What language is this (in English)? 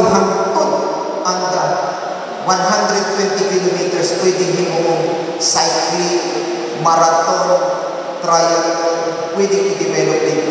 Cebuano